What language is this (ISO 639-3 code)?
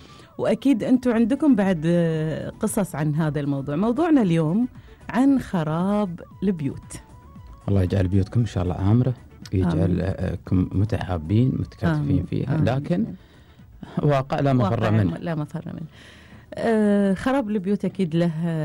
afb